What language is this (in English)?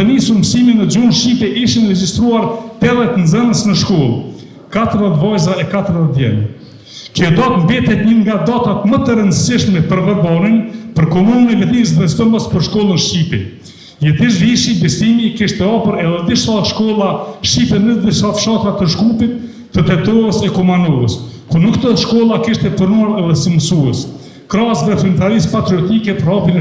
Albanian